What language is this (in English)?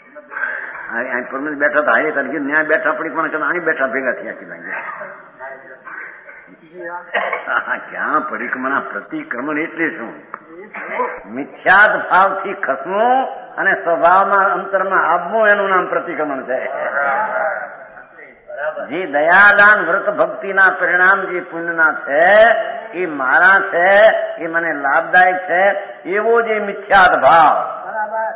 Gujarati